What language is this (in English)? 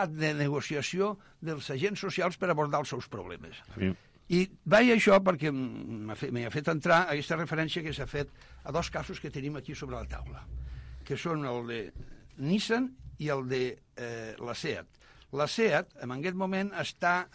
Catalan